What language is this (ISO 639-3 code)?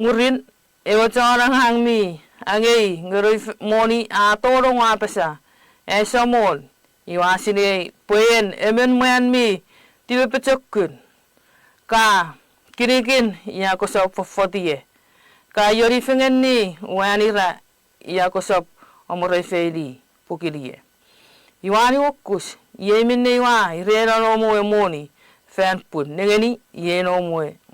chk